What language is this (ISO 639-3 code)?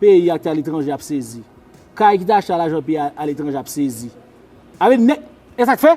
hat